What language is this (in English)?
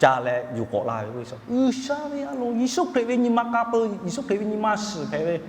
Lahu